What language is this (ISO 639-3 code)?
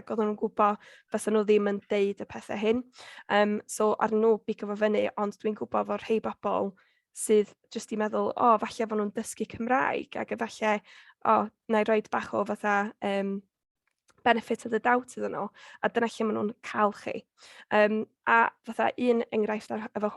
cym